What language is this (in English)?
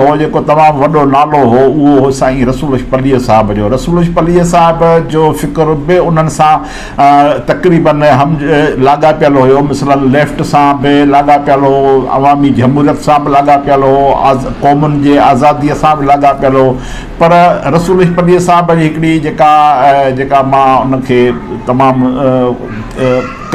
Sindhi